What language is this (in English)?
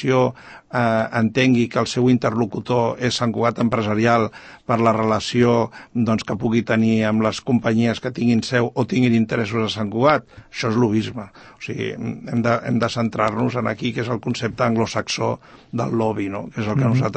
Catalan